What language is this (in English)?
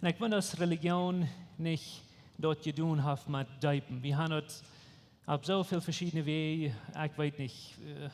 Plautdietsch